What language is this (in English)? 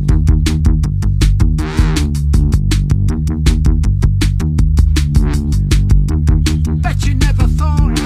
Basque